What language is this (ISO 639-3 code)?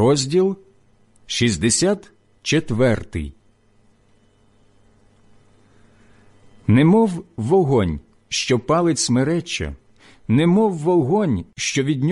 ukr